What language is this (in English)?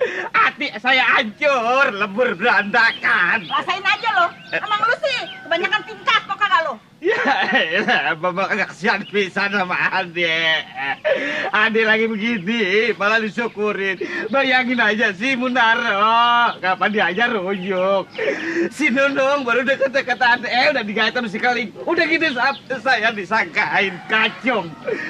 Betawi